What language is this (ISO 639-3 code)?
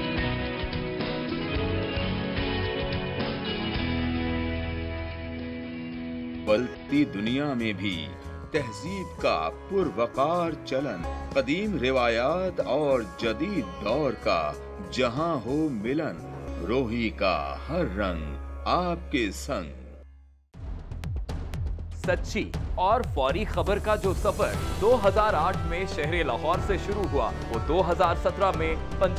urd